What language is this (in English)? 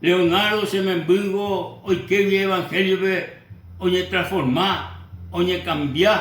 Guarani